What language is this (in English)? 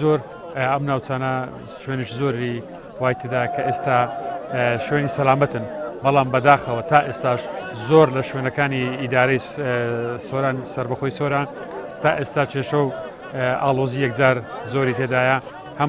Central Kurdish